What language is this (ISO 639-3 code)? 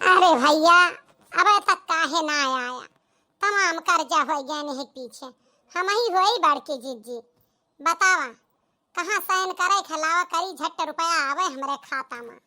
awa